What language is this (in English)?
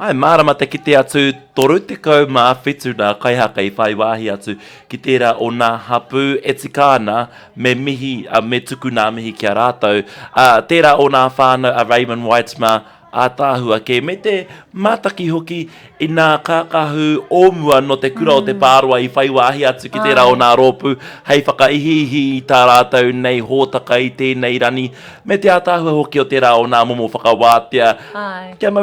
Māori